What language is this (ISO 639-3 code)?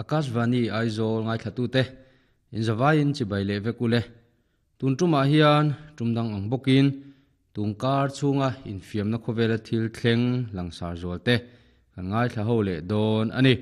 lus